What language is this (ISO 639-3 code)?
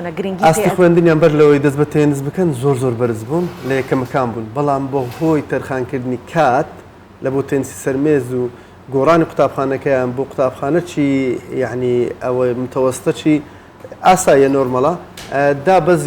ckb